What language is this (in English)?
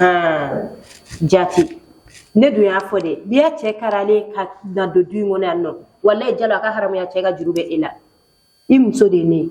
Bambara